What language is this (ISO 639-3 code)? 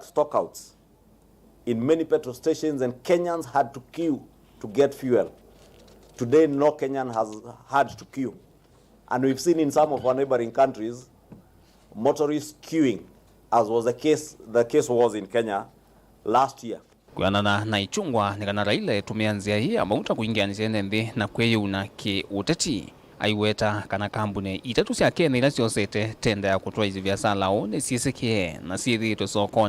kam